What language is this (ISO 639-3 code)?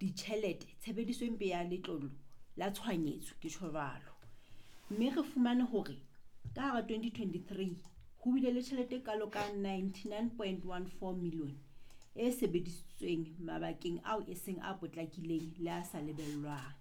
sot